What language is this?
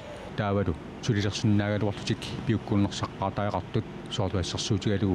Kalaallisut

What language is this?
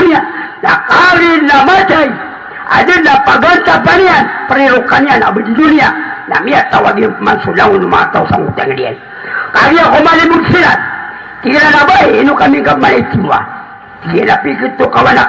Maranao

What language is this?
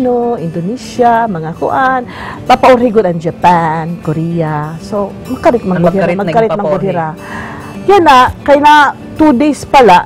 Waray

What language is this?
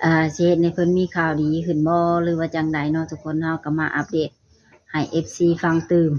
Lao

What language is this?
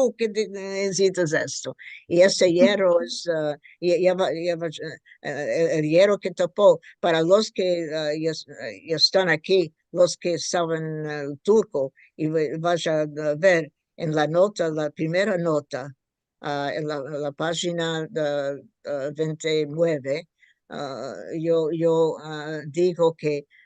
Ladino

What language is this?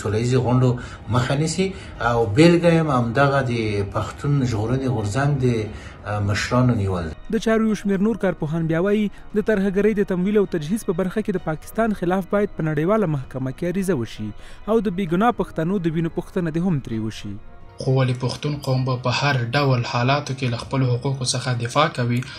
Pashto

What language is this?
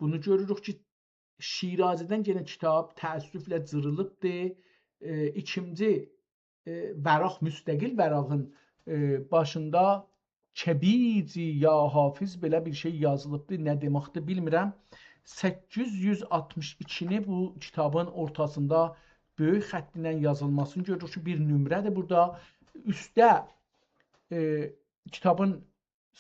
South Azerbaijani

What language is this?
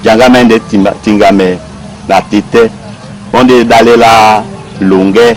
Duala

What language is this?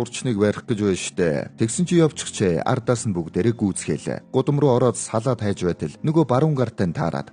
Mongolian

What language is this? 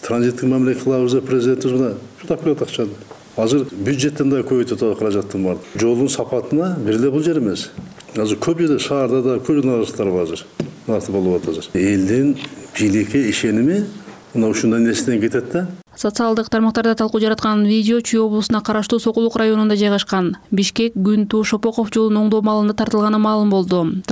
Kyrgyz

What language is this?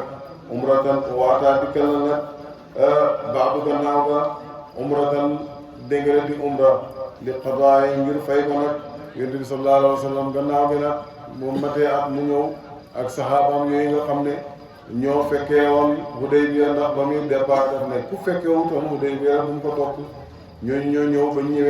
Wolof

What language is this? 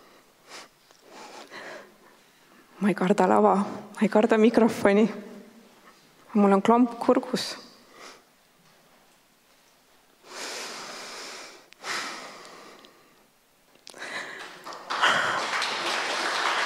Estonian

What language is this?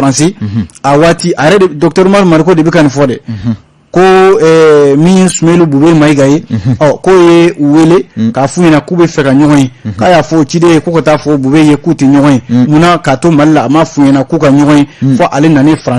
Bambara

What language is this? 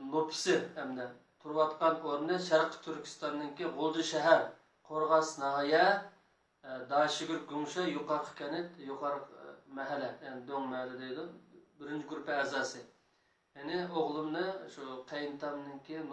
Uyghur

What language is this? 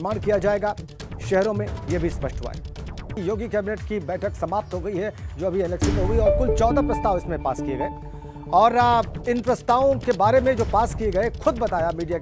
Hindi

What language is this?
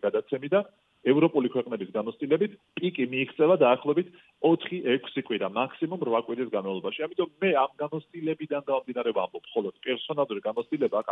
Georgian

